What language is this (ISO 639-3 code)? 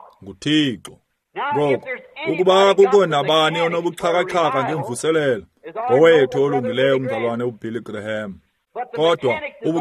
xho